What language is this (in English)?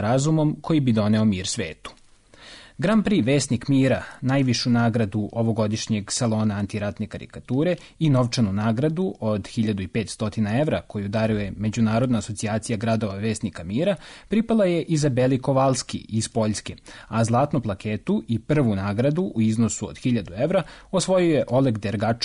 Serbian